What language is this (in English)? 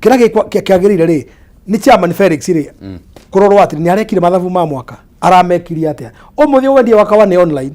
Kikuyu